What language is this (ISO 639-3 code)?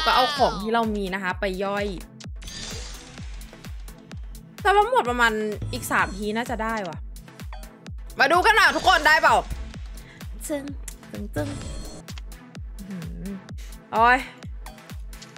tha